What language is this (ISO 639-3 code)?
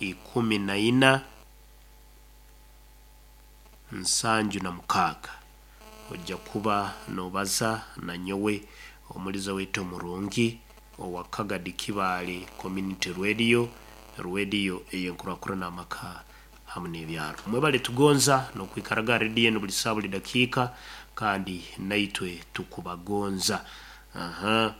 nyo